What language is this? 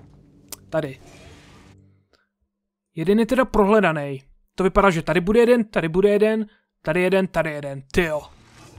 Czech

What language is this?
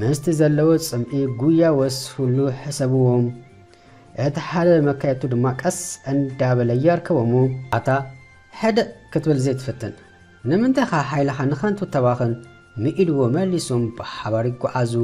Tigrinya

